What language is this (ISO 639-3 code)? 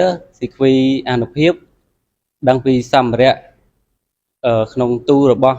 khm